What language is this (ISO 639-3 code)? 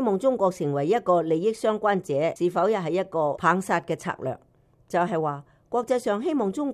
yue